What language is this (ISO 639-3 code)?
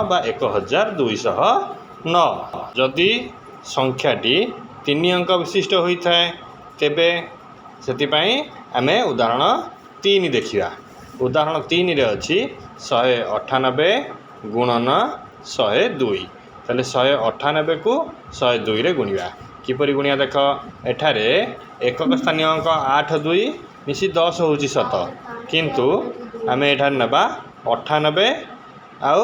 ori